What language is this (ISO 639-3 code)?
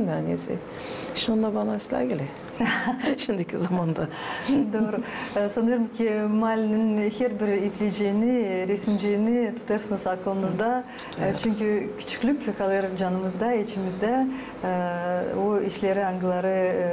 gag